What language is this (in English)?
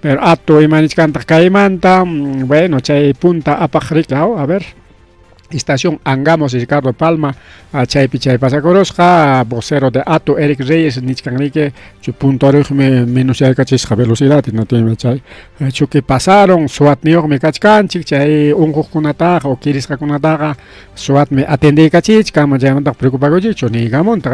Ayacucho Quechua